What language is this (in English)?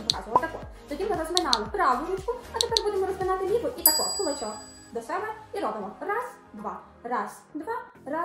Ukrainian